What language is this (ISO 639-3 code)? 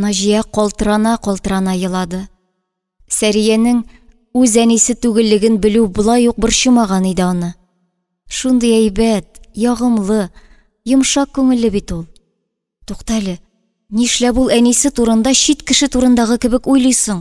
tat